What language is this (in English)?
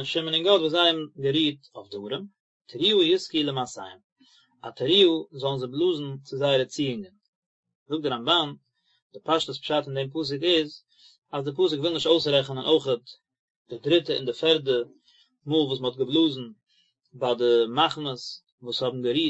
Yiddish